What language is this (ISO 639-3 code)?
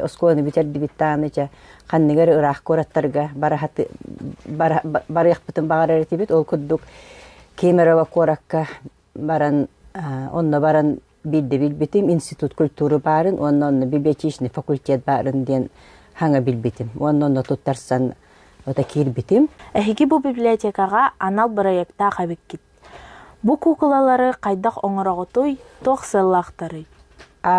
sah